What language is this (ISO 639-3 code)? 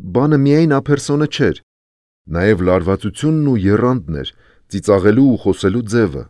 hye